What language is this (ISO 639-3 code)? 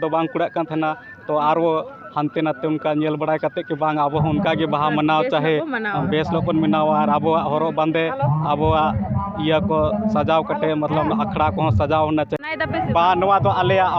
sat